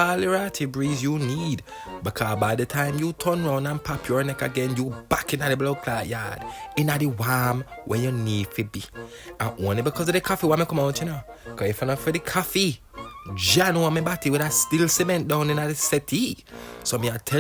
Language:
Jamaican Creole English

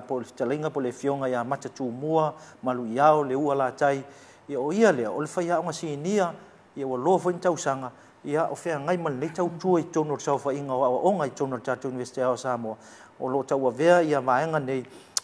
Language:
Samoan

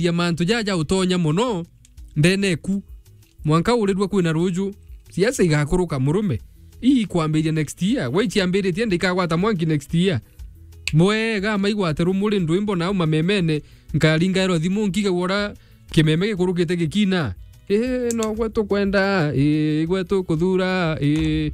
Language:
Meru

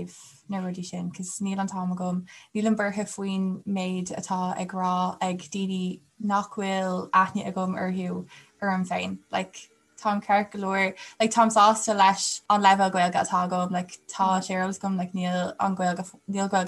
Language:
Irish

